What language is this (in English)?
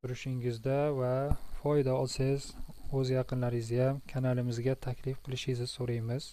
Uzbek